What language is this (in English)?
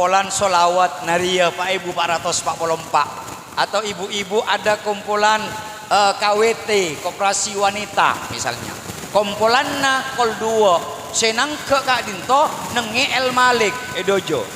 Madurese